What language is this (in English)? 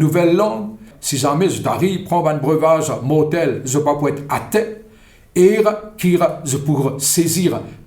Morisyen